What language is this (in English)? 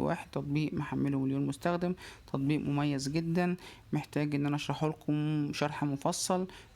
Egyptian Arabic